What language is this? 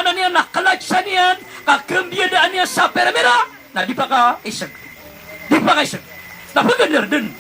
Maranao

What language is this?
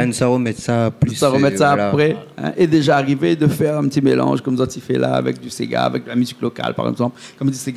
Réunion Creole French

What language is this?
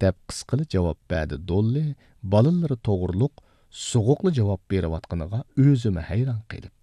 Uyghur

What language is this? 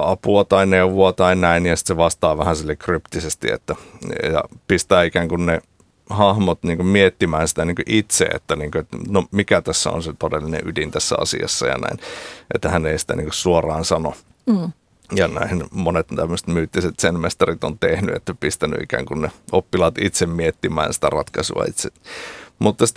Finnish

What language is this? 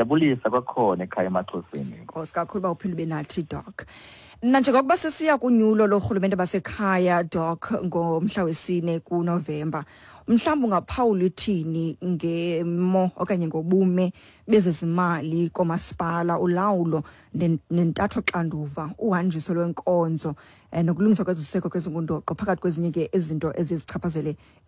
Xhosa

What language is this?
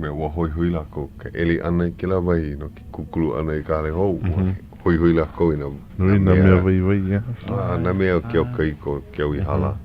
Hawaiian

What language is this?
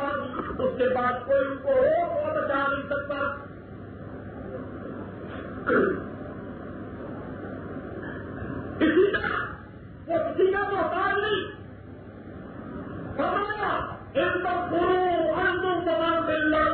Urdu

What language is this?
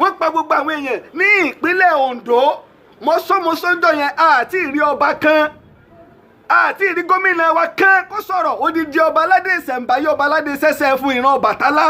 Yoruba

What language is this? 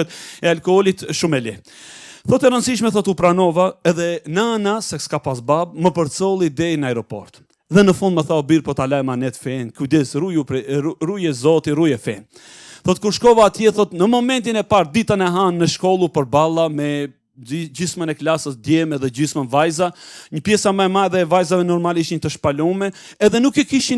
Albanian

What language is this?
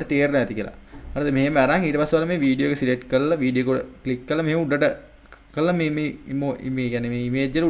Sinhala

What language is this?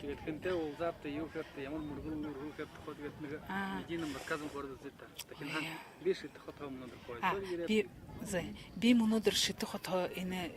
Buriat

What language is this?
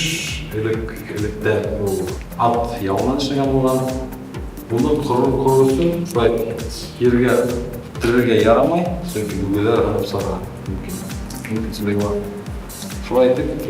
Bashkir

